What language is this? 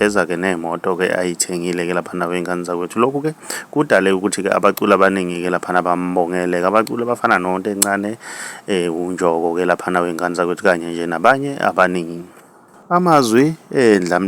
Zulu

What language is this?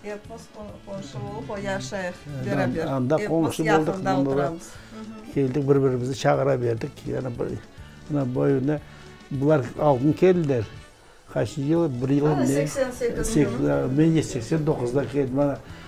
Crimean Tatar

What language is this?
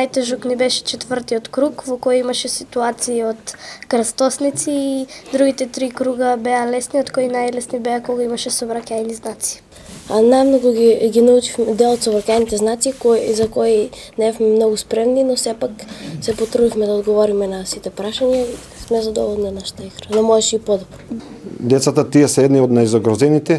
Macedonian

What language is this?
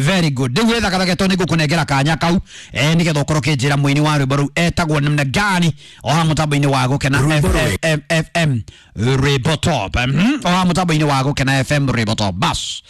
Kikuyu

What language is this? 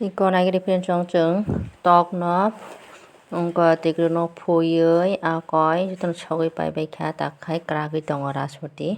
Kok Borok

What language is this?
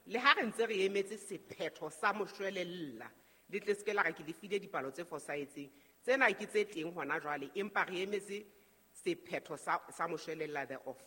Southern Sotho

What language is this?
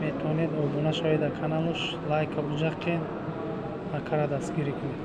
Tajik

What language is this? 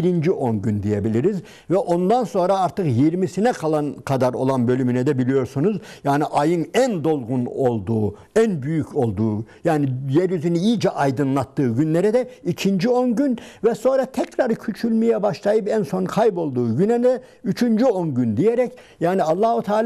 Turkish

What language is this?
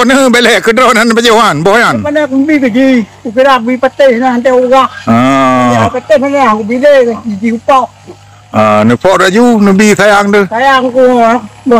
Achinese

